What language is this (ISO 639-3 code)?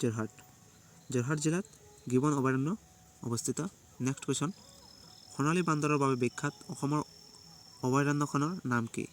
asm